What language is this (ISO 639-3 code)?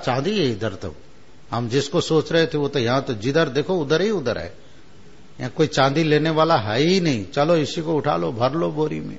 hin